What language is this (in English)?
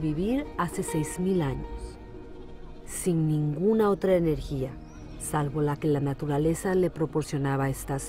Spanish